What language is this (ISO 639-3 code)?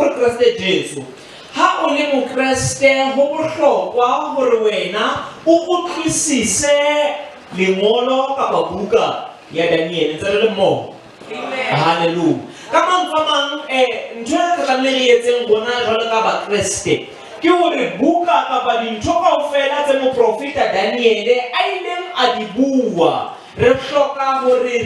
sot